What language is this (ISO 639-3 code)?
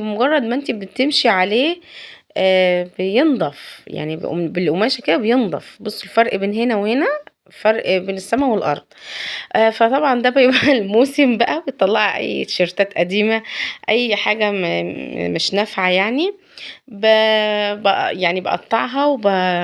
arz